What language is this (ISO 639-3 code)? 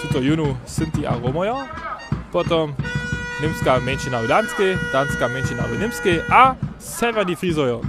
hsb